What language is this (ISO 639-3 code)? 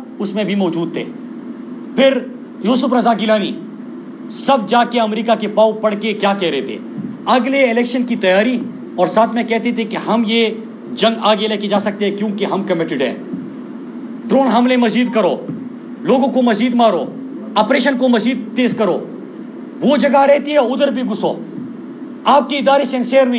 urd